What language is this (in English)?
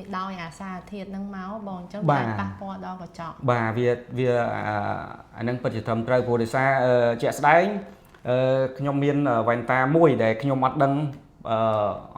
Khmer